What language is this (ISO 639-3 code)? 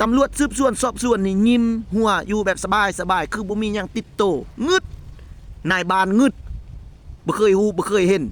lao